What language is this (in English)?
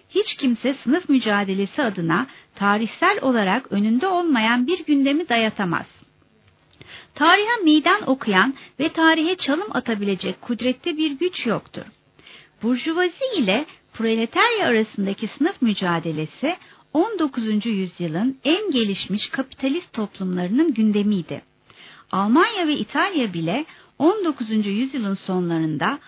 Turkish